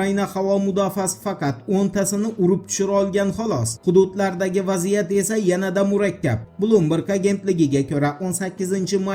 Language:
Uzbek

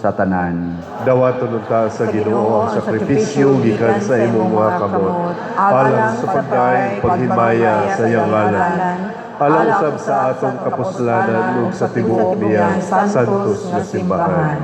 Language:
Cebuano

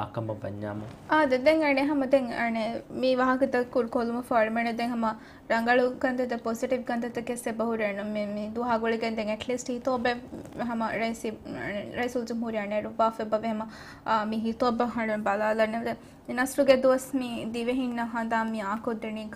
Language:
Divehi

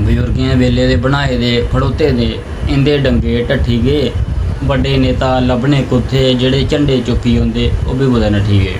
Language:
Dogri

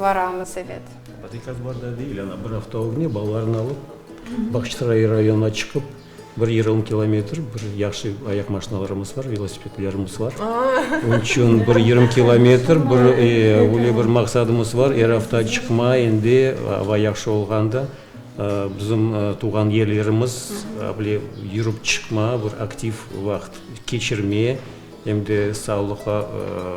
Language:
Crimean Tatar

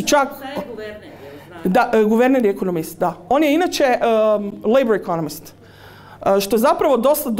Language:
Croatian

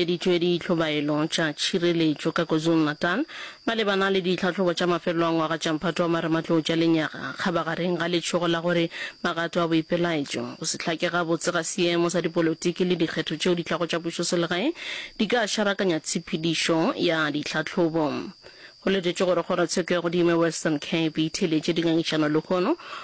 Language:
Northern Sotho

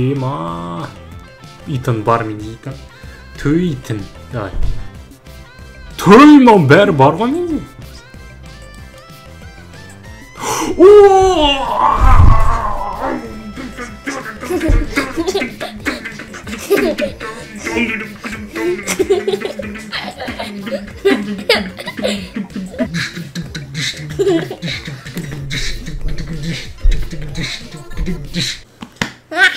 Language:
Kazakh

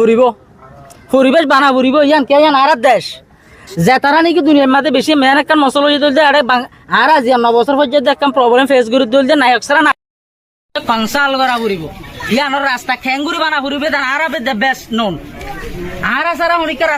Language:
Rohingya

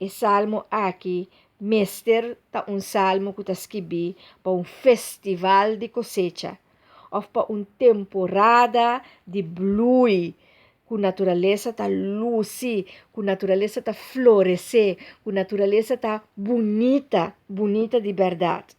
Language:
Papiamento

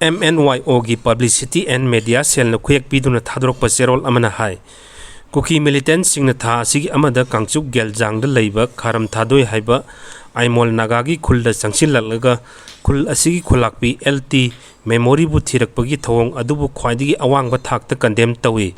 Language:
Manipuri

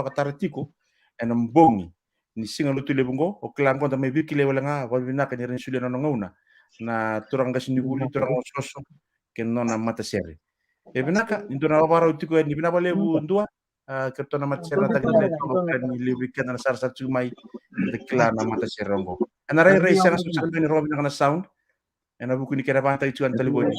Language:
Fijian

